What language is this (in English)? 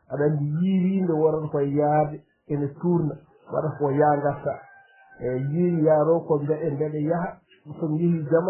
Fula